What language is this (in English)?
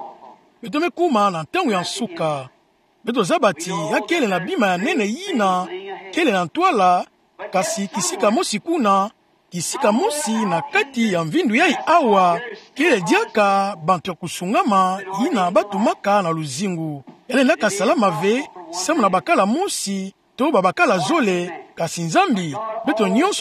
Kituba (Democratic Republic of Congo)